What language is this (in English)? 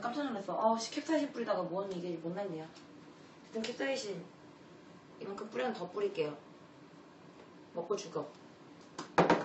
Korean